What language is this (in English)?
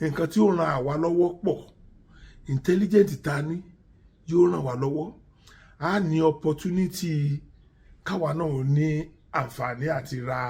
Yoruba